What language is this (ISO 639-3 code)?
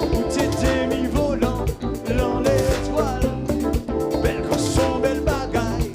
hat